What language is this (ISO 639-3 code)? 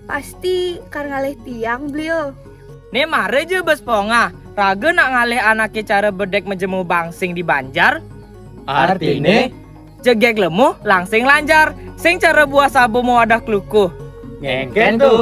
ban